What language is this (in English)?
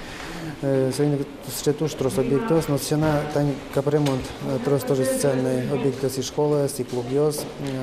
Udmurt